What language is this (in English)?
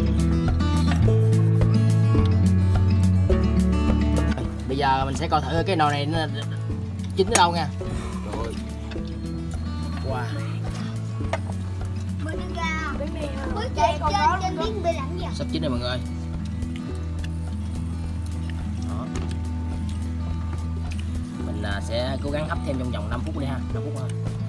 Vietnamese